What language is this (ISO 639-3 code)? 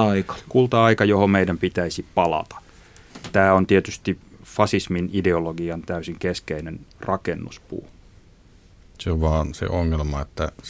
fin